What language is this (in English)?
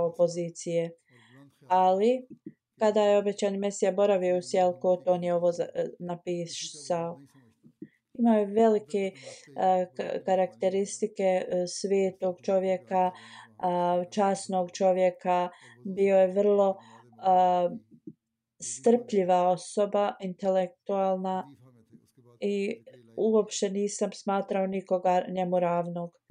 Bosnian